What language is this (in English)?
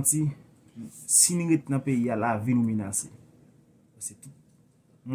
Haitian Creole